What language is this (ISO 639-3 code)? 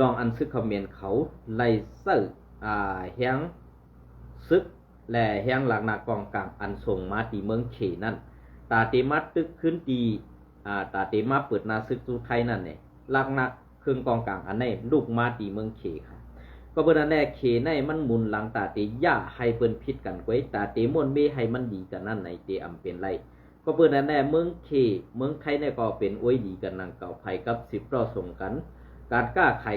shn